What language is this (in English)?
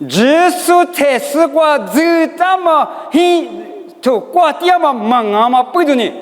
Lisu